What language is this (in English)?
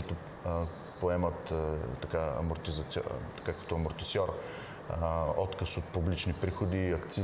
Bulgarian